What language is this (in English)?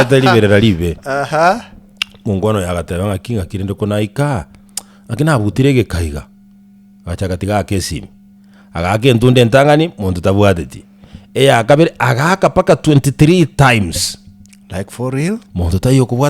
Gusii